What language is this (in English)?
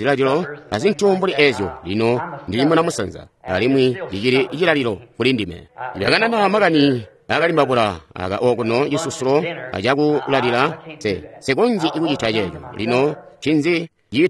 Tonga (Zambia)